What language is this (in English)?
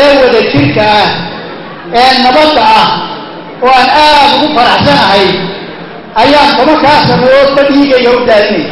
Somali